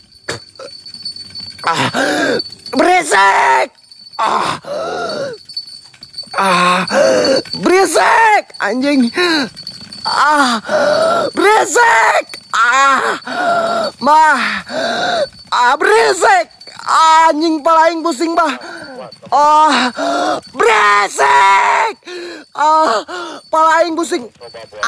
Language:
Indonesian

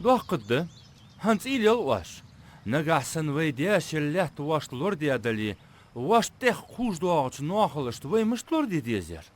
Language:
Ingush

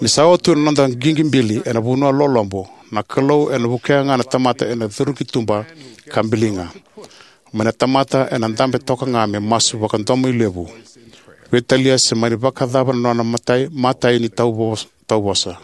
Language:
Fijian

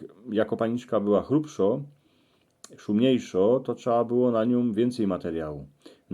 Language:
Silesian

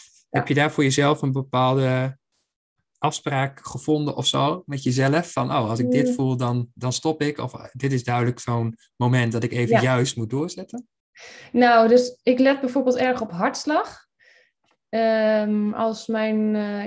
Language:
Dutch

